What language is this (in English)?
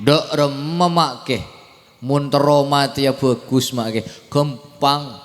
Madurese